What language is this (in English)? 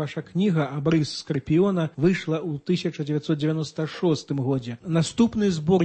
Belarusian